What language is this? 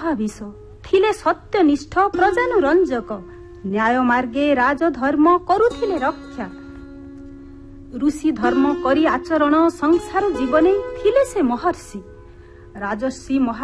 Odia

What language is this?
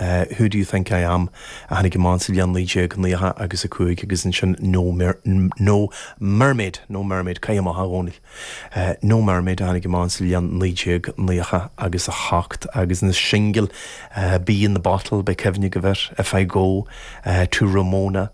Irish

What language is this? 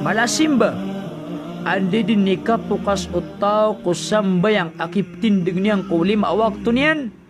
Maranao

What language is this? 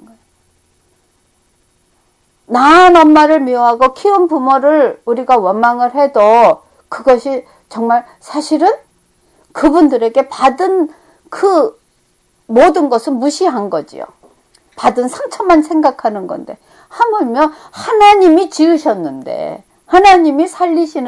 Korean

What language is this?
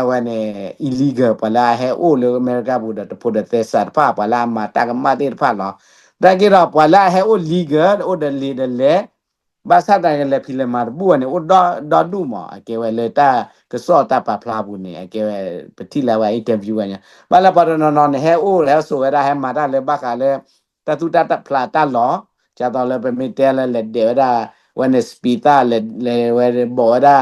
S'gaw Karen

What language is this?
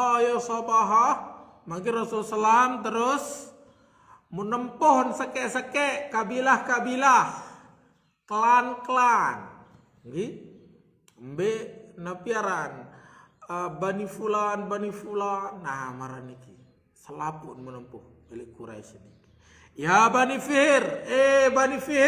Sasak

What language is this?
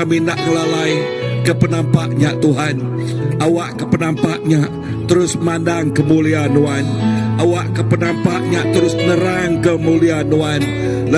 Iban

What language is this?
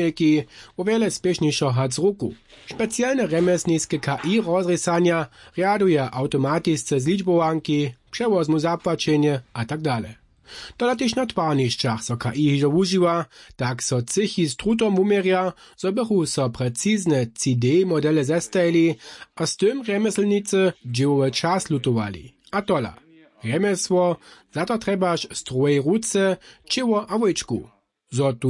Upper Sorbian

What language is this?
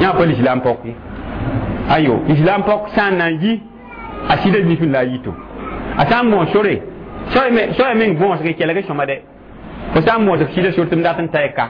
Mossi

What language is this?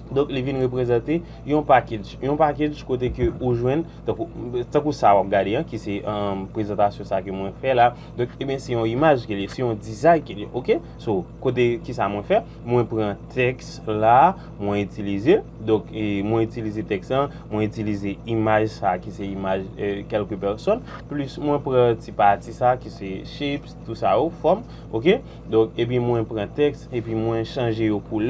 Haitian Creole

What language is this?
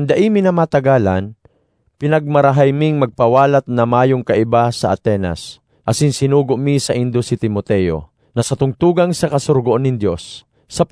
Bikol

